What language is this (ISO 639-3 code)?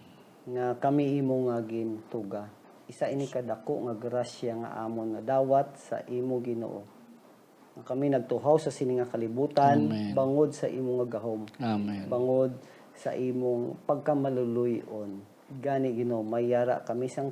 hil